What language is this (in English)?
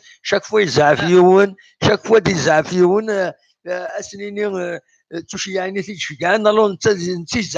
Kabyle